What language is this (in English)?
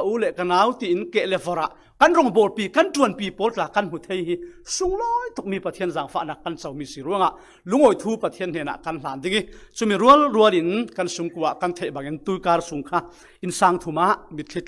Falam Chin